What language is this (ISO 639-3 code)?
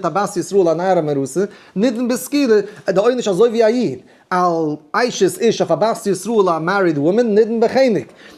yid